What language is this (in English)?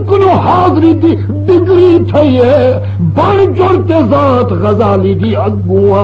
Saraiki